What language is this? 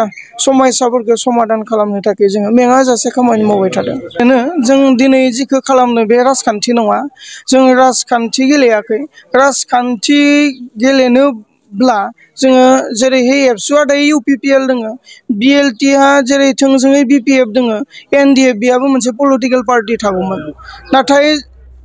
Bodo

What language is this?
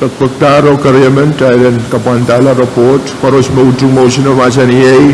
Pohnpeian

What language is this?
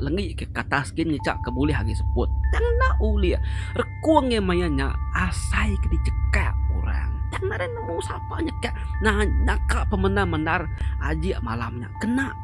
Iban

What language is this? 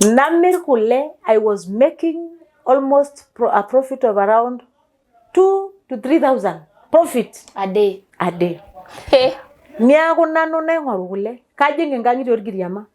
Masai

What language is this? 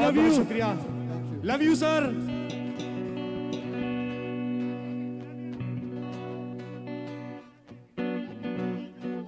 Hindi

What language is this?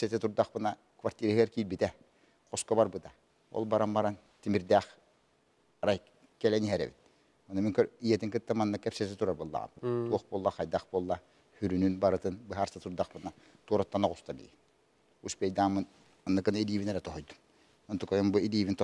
Yakut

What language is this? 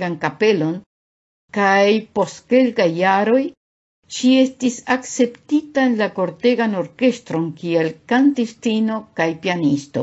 Esperanto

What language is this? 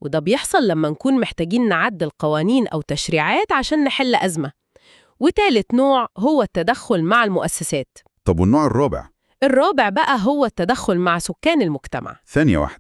Egyptian Arabic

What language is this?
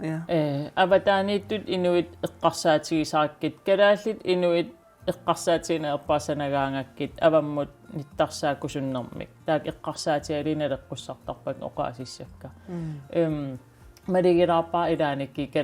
Kalaallisut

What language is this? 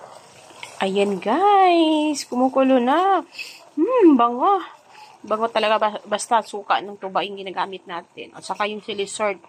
Filipino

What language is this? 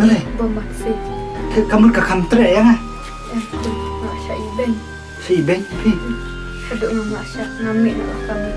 Khasi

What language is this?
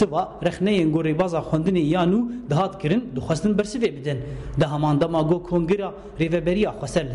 Kurdish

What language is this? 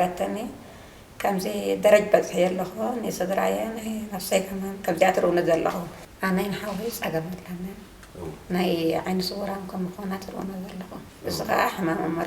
Tigrinya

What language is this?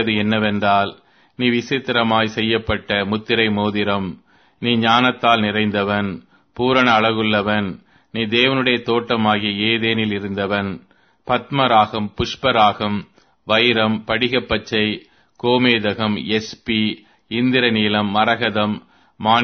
Tamil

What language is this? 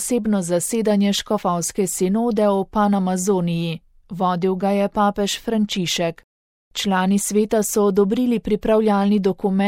Slovenian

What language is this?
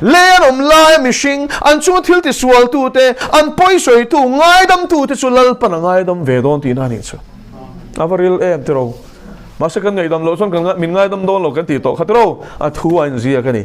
Mizo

